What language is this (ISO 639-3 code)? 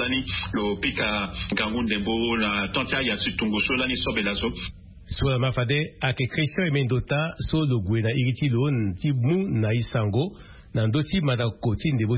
sag